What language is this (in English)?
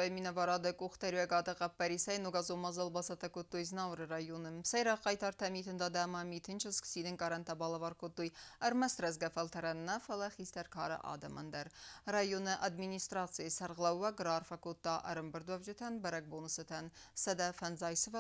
Ossetic